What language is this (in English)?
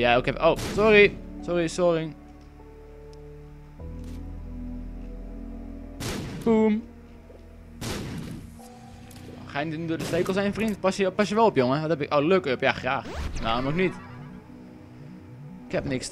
Dutch